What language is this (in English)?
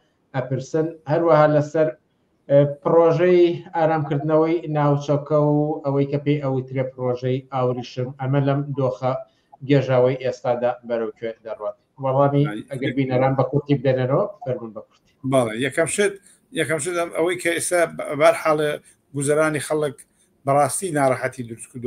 Central Kurdish